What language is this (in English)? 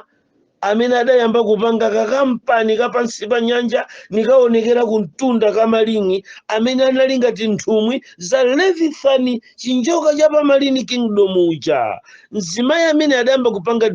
Nyanja